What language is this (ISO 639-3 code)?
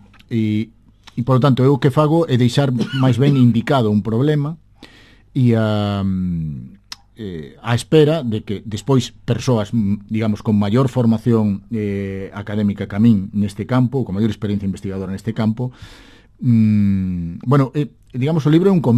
glg